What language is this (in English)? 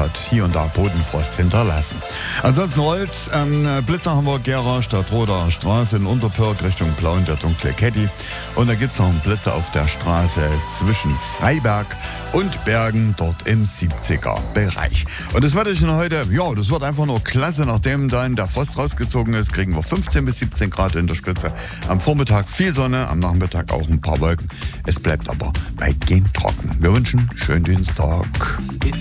German